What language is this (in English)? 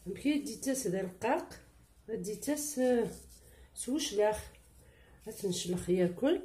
Kabyle